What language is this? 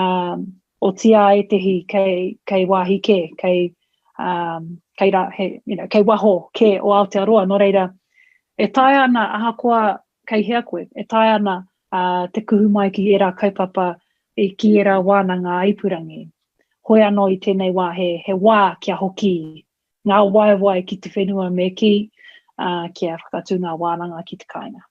Māori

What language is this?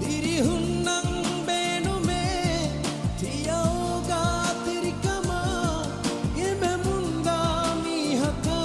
Divehi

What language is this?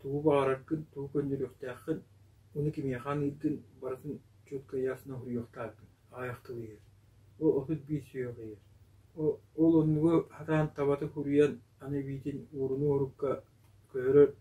Yakut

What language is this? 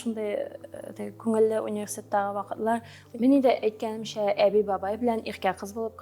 Tatar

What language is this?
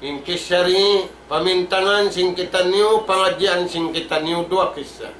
Tausug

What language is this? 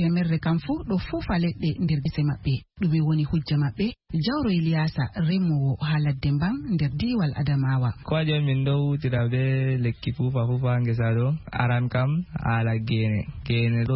Fula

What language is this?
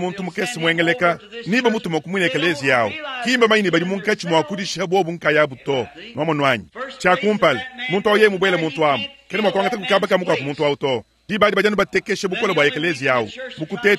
Luba-Lulua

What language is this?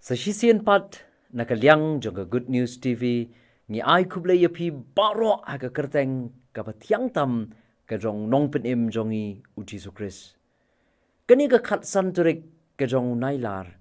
Khasi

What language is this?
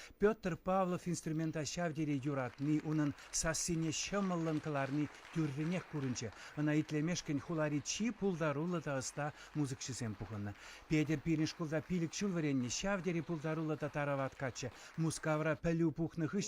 Chuvash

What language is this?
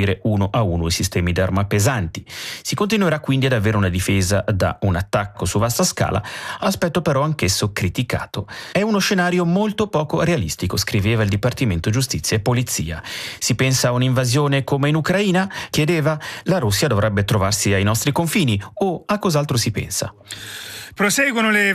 Italian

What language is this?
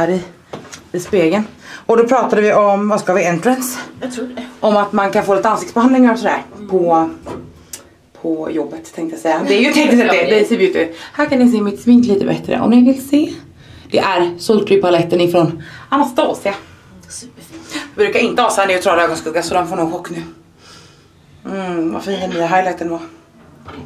Swedish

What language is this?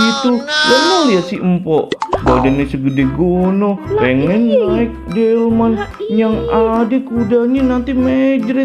Betawi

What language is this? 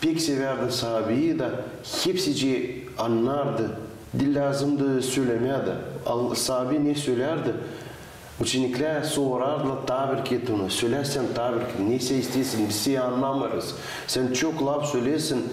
Gagauz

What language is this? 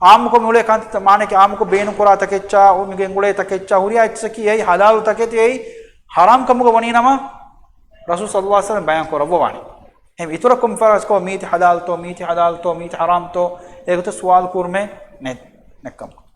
Divehi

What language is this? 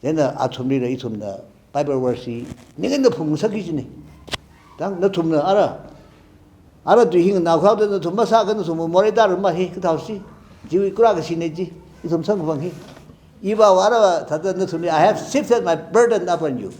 Tangkhul Naga (India)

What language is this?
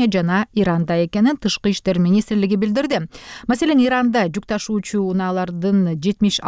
Kyrgyz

